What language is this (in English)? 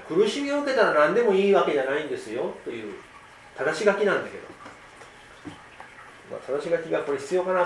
Japanese